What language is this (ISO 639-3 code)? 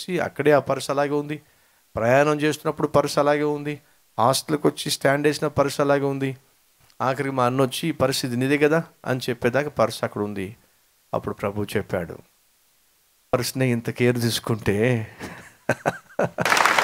tel